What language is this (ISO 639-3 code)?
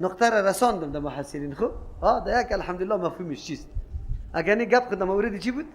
fas